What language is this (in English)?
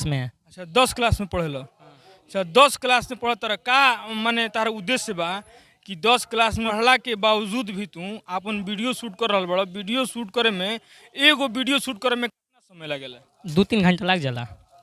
Bhojpuri